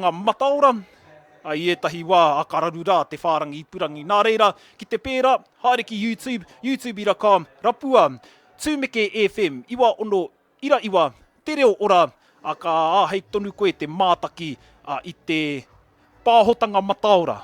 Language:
Māori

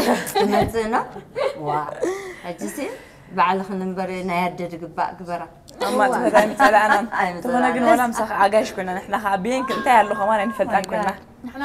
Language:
Tigrinya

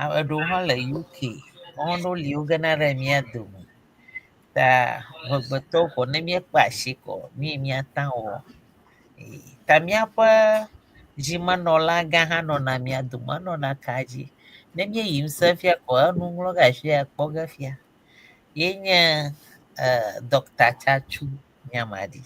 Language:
Ewe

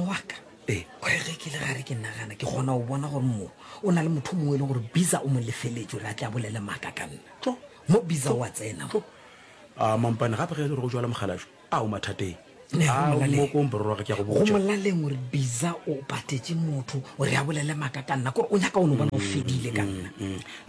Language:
Northern Sotho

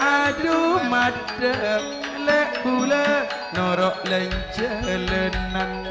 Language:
Madurese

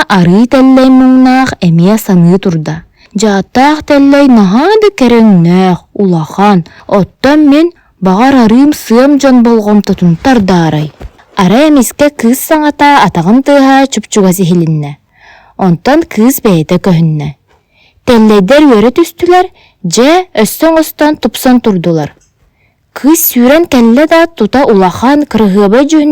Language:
Yakut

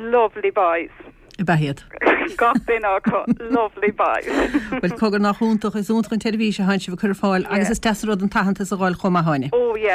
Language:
Irish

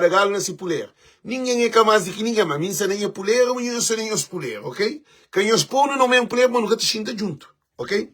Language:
Kabuverdianu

